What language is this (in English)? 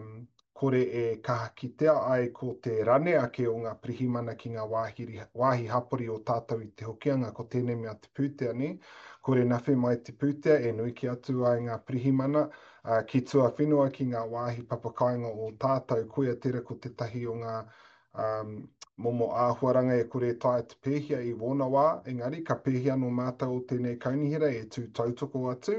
Māori